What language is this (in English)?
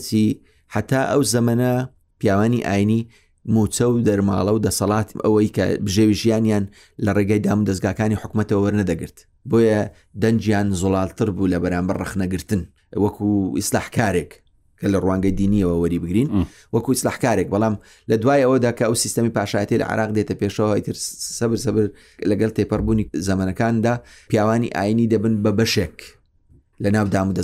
Central Kurdish